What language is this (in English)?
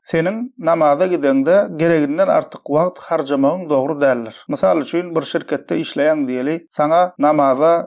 Turkmen